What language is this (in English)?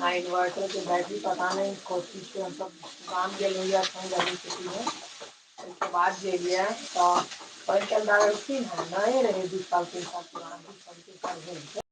Maithili